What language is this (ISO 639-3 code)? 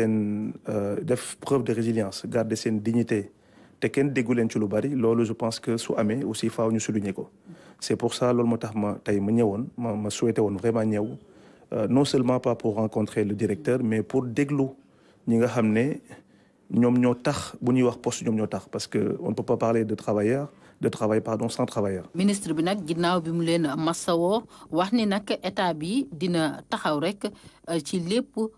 wol